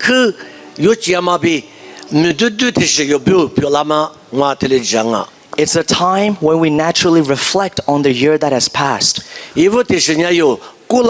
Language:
Lisu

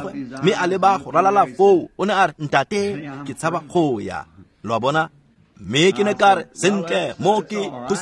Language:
Tswana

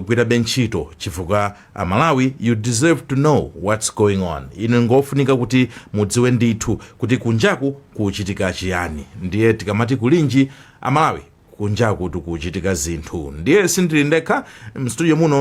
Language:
Nyanja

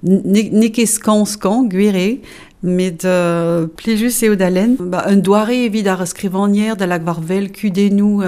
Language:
Breton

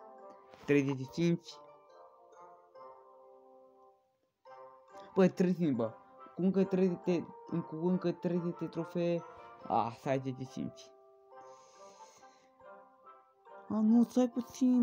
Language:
Romanian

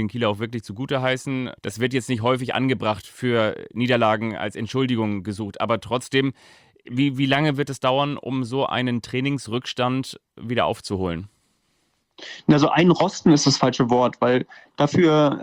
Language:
German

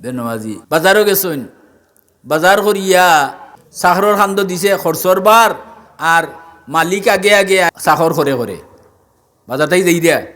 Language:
Sylheti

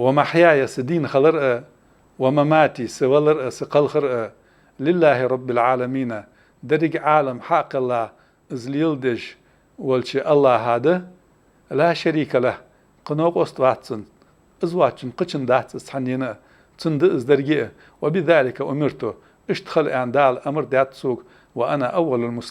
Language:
Ingush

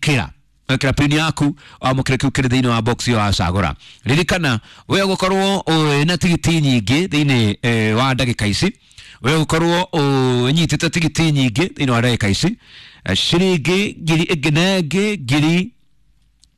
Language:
Kikuyu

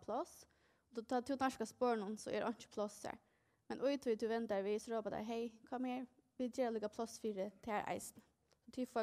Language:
Faroese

